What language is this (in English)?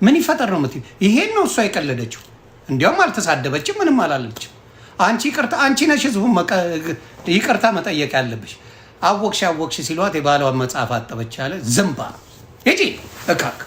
Amharic